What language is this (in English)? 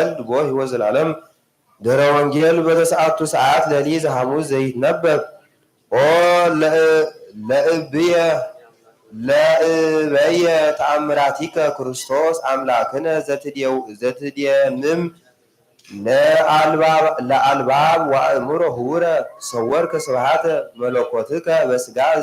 Geez